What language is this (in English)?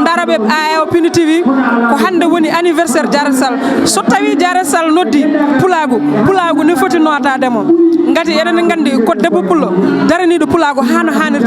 Fula